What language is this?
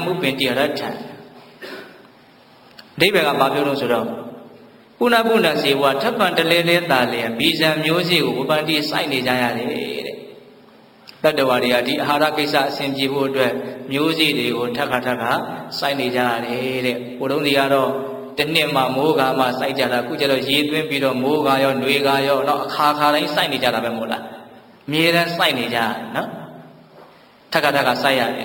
Burmese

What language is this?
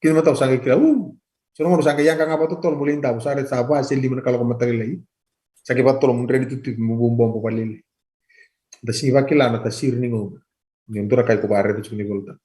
Fijian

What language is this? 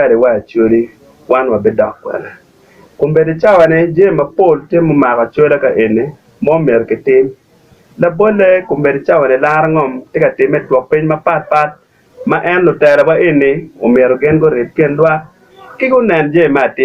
Acoli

